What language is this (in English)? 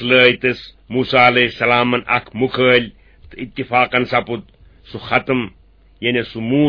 Kashmiri